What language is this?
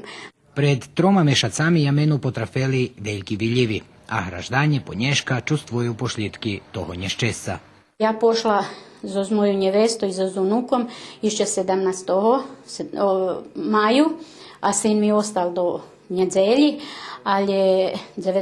Rusyn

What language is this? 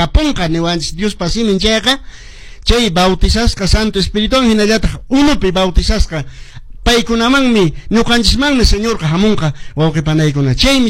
Quechua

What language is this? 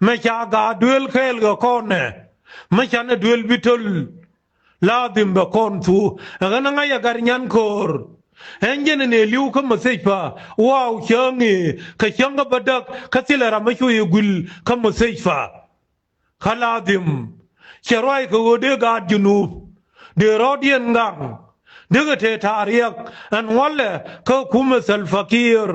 Nuer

